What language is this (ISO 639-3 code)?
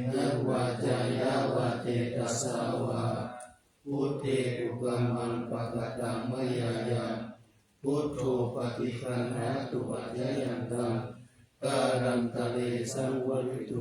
pli